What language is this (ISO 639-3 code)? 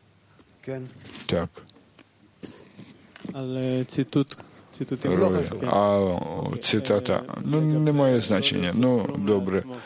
ukr